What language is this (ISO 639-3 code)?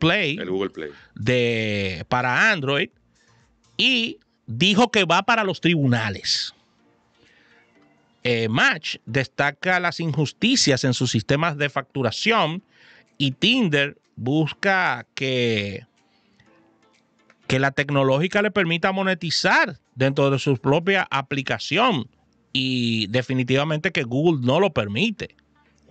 spa